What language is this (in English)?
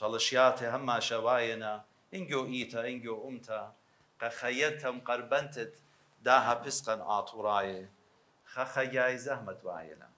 Assyrian Neo-Aramaic